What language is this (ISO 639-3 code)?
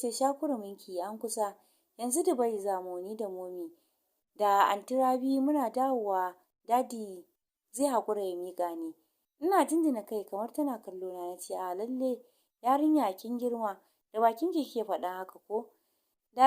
hau